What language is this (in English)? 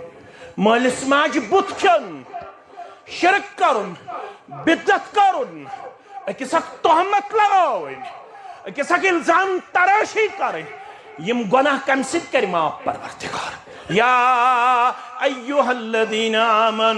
Kashmiri